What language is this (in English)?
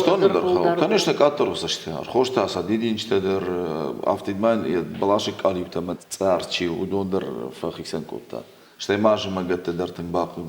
Ossetic